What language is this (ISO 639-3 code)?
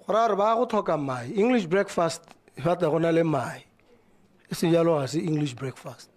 tsn